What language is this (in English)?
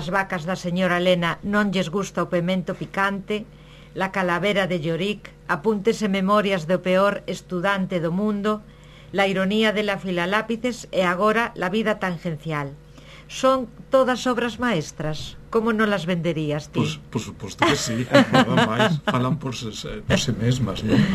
Galician